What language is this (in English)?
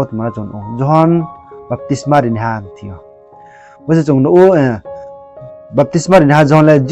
Riang (India)